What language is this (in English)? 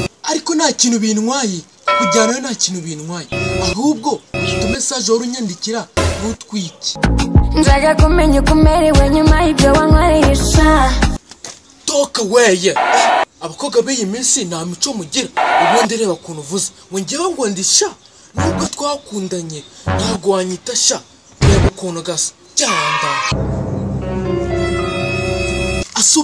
Kinyarwanda